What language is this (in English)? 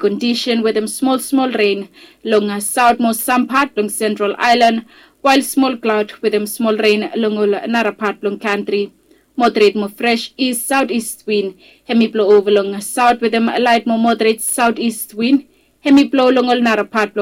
Bislama